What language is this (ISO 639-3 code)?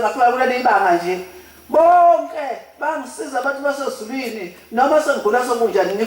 zul